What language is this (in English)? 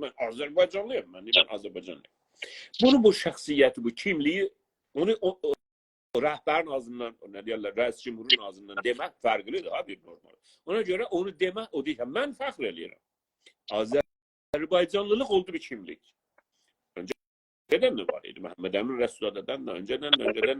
South Azerbaijani